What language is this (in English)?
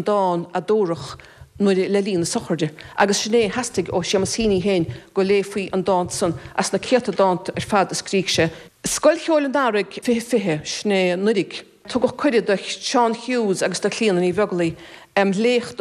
Irish